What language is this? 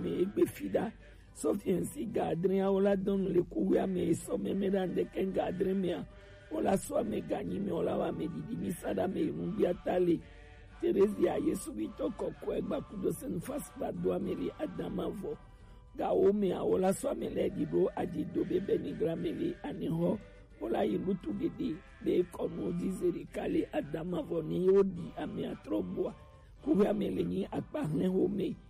Gen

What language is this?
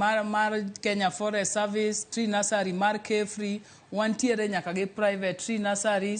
Luo (Kenya and Tanzania)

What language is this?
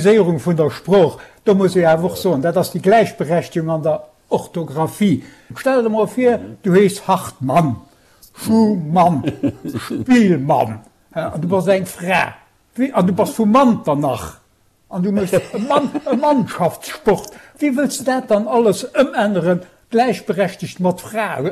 Luxembourgish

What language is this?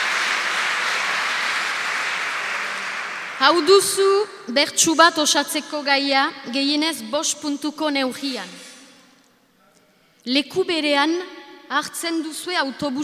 Basque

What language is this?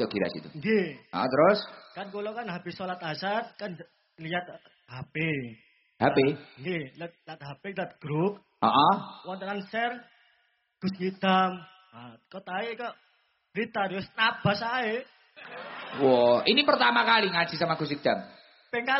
Javanese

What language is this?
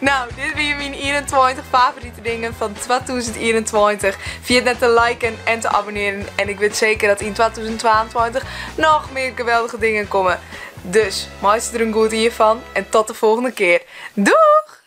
Western Frisian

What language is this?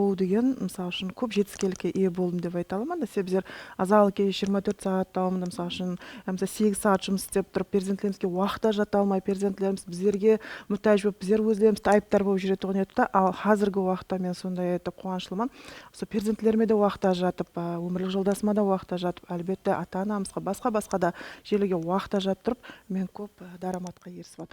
Kara-Kalpak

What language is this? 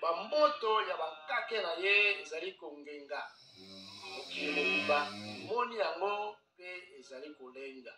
Lingala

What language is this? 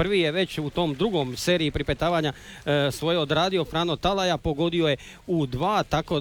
Croatian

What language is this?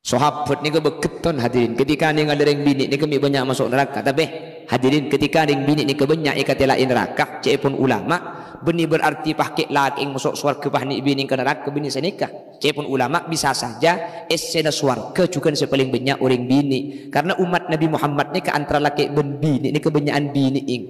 Madurese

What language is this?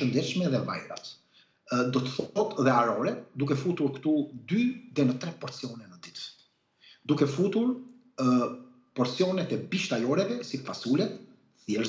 Albanian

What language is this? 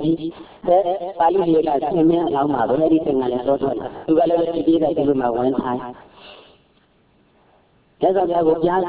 Burmese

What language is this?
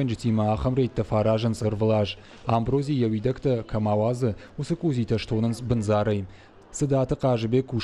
Ossetic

